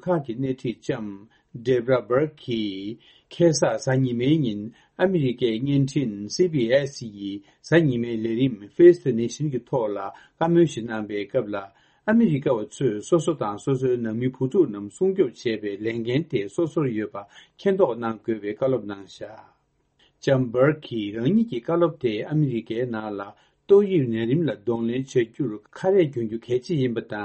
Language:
Tibetan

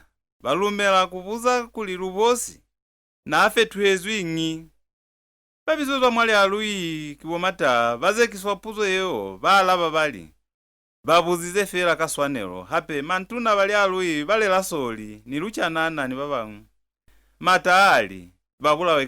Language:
Lozi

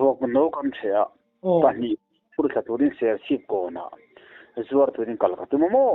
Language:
Mizo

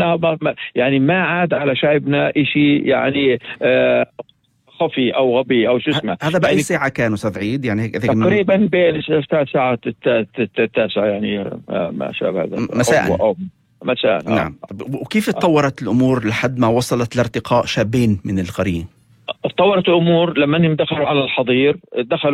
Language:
North Levantine Arabic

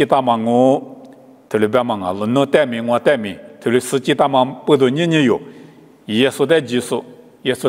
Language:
Lisu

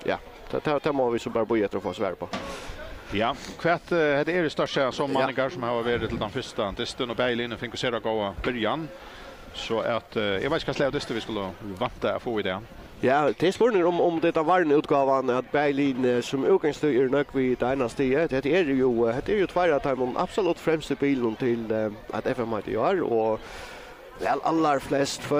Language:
Faroese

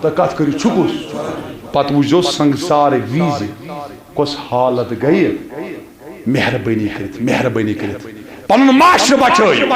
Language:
Kashmiri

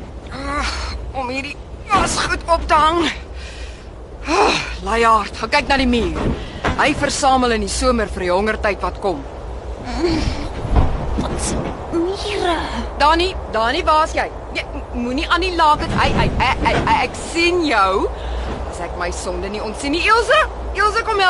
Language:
Afrikaans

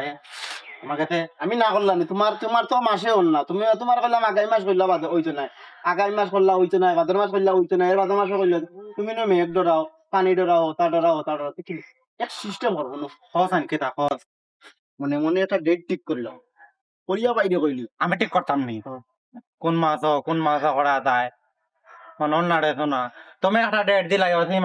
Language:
Sylheti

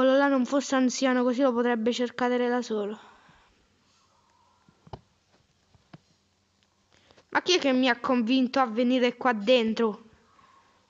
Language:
Italian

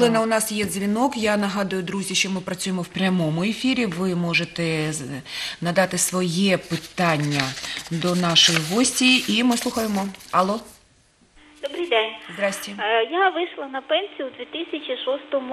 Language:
Ukrainian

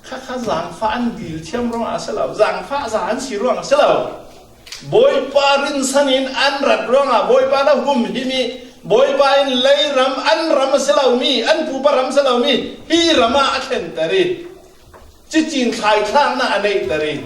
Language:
Falam Chin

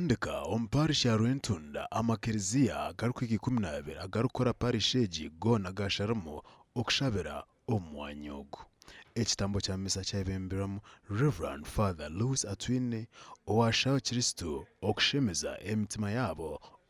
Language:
Nyankole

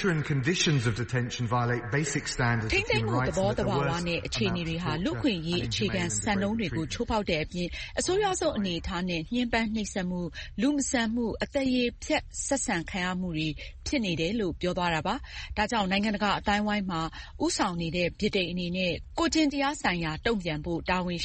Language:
Burmese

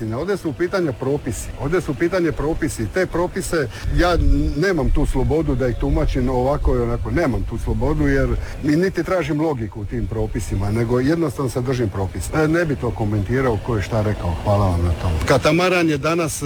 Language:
Croatian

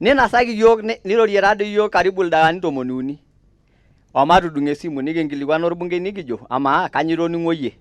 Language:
Masai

